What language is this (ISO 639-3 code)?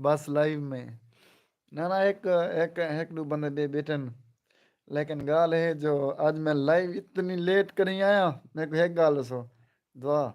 skr